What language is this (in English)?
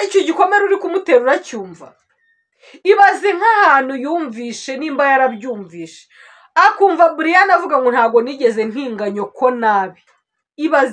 Kinyarwanda